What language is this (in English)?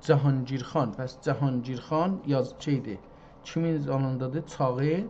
South Azerbaijani